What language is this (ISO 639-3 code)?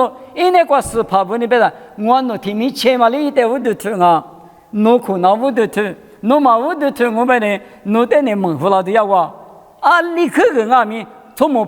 lis